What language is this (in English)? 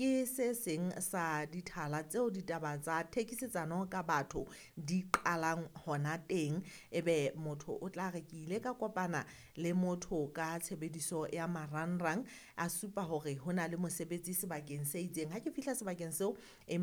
Southern Sotho